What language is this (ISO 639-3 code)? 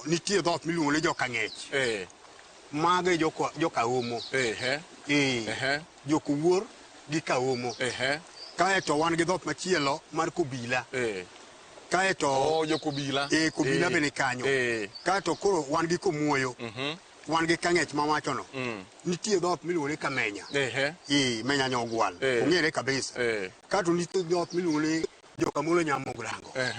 luo